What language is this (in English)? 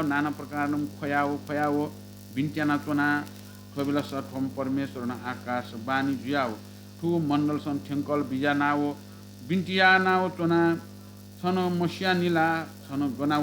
Newari